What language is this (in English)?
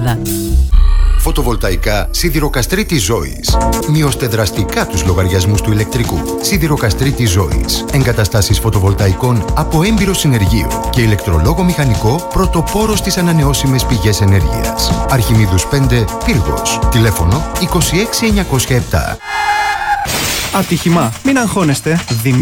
Greek